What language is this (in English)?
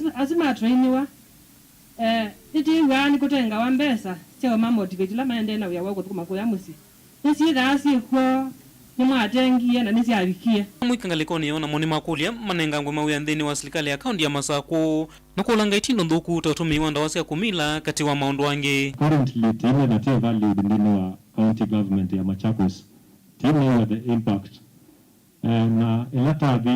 Kamba